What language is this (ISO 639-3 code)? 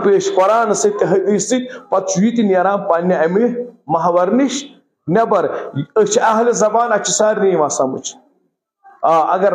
kas